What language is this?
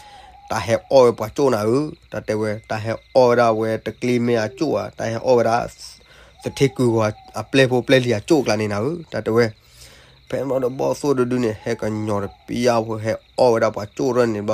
S'gaw Karen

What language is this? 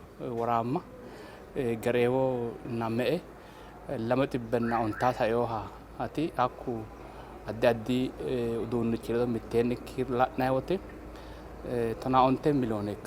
Sidamo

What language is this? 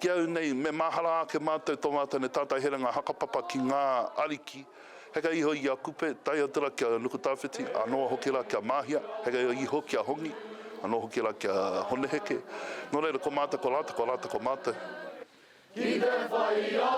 Māori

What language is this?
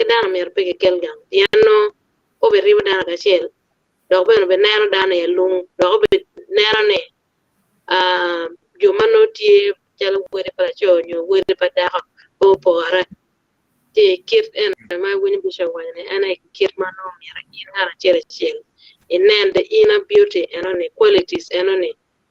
Acoli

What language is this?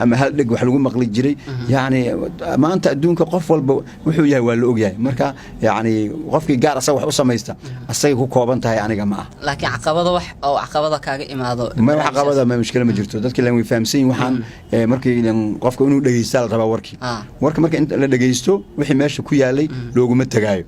Somali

